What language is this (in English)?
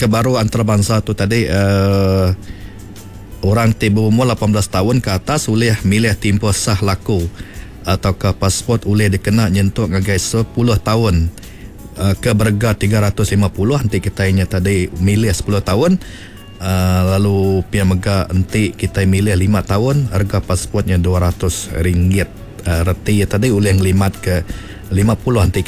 Iban